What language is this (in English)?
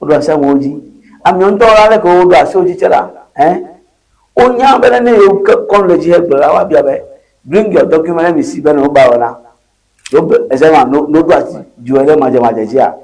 Ewe